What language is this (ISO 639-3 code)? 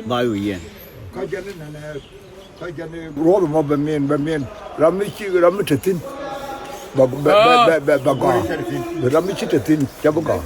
nus